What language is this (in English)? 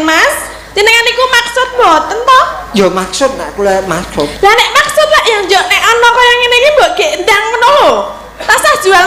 Javanese